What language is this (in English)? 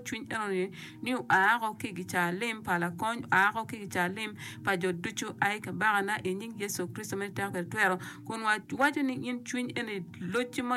Acoli